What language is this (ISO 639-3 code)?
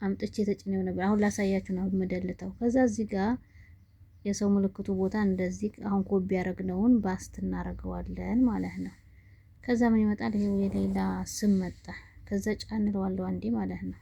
amh